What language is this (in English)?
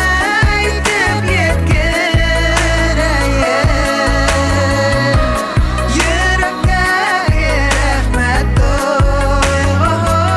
Bashkir